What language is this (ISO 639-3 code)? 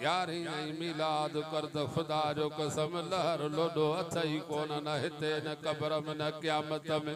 snd